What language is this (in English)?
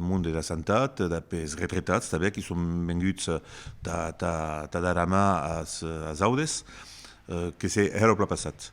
Occitan